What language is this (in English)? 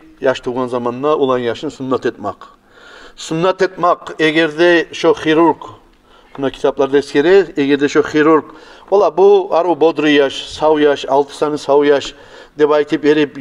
Kumyk